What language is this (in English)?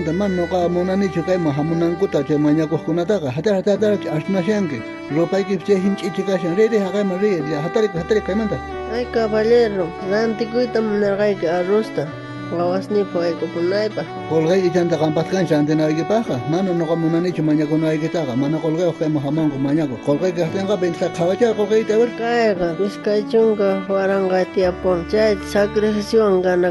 South Bolivian Quechua